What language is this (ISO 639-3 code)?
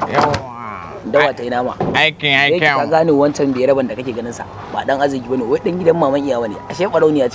hau